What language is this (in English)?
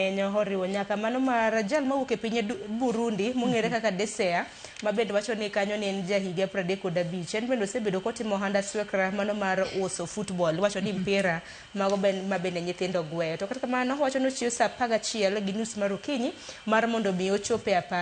Luo (Kenya and Tanzania)